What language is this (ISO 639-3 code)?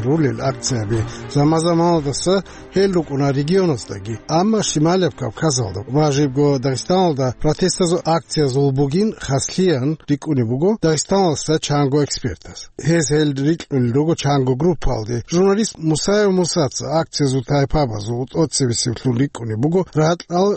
ava